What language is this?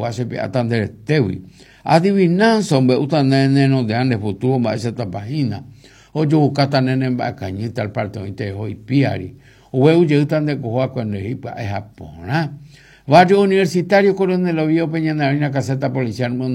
Guarani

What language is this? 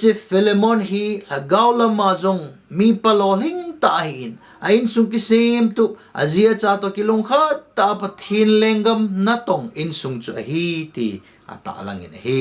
Thado Chin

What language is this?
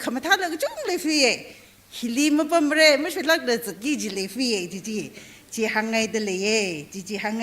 Tangkhul Naga (India)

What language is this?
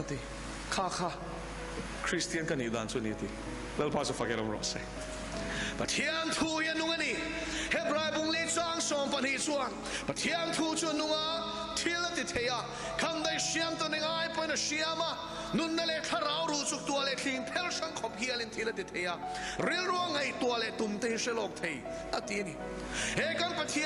Mizo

